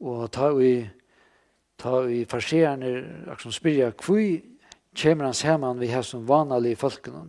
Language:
Faroese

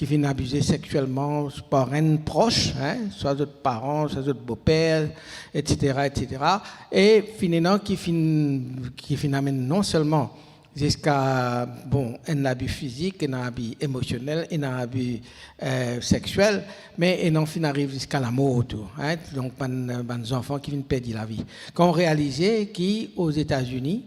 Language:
Morisyen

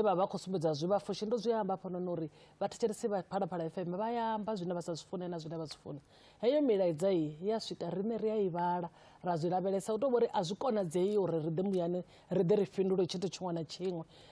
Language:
Venda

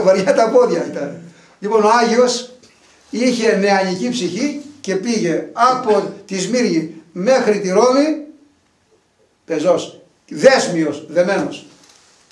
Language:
Greek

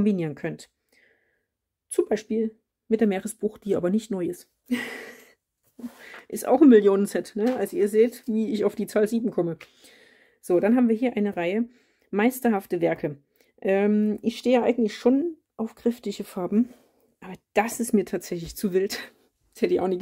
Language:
German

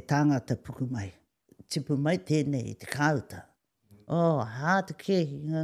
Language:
Māori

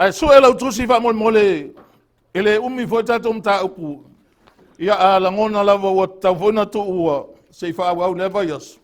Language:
Samoan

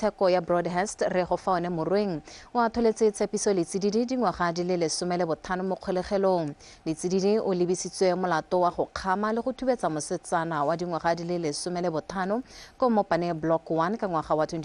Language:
Tswana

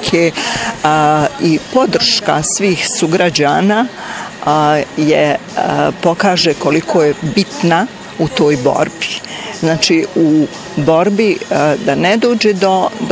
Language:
Bosnian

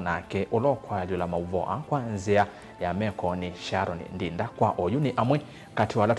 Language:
Kamba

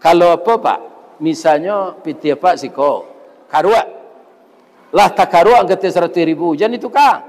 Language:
Minangkabau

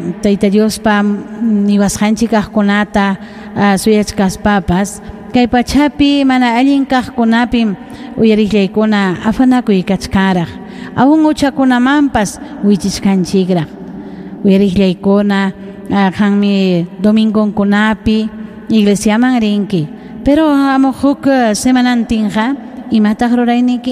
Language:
Ayacucho Quechua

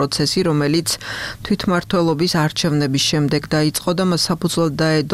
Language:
Georgian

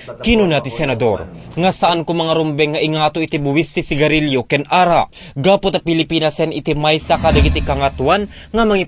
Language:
Iloko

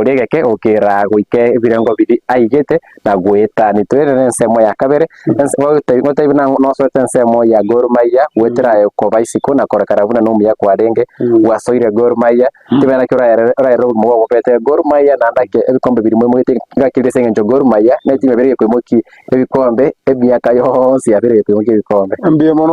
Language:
Gusii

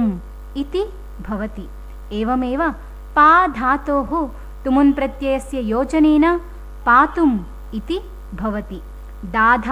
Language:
Sanskrit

